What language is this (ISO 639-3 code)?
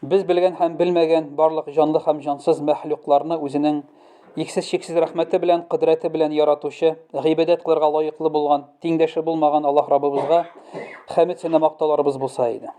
tat